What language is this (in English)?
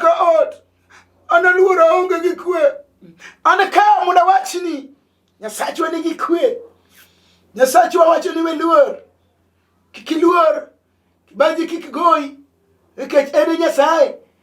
Luo (Kenya and Tanzania)